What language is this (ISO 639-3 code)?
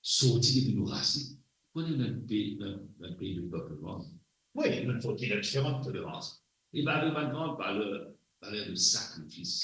mfe